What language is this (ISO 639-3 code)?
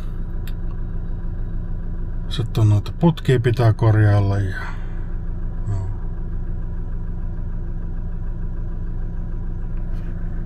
fin